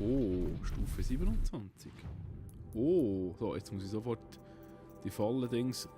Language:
Swiss German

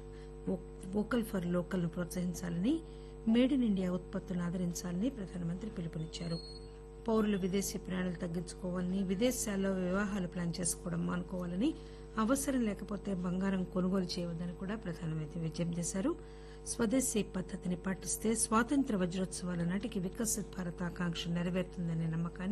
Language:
Telugu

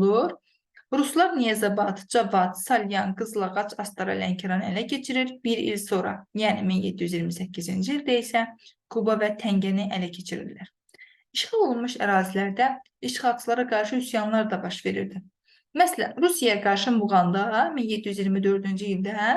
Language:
Azerbaijani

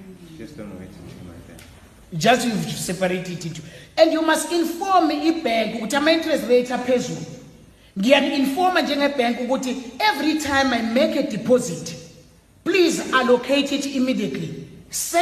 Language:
Xhosa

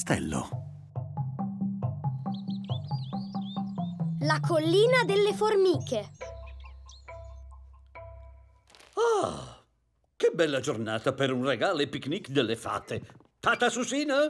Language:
Italian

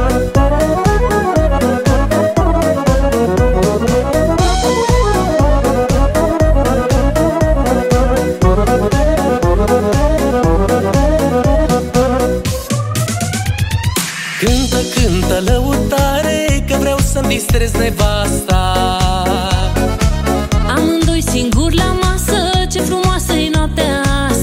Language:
Romanian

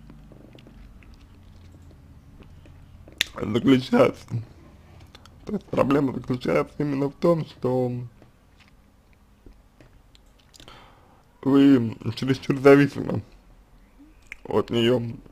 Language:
Russian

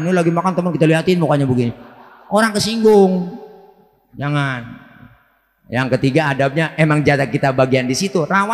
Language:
Betawi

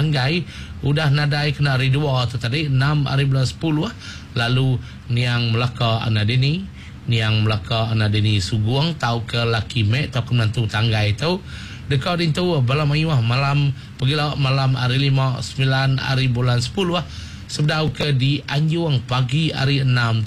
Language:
Iban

